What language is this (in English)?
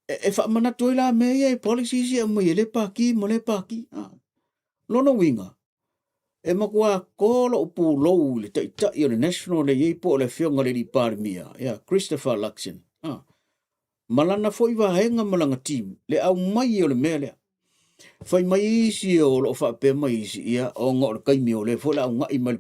Samoan